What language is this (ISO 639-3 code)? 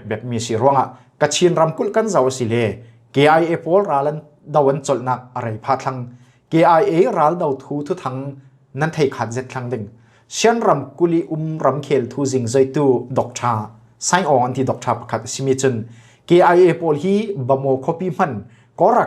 cfm